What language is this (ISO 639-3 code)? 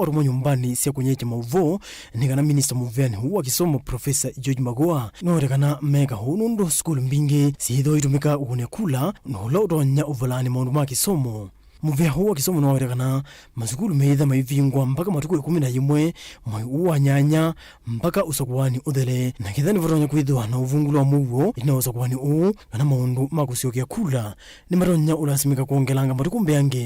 kam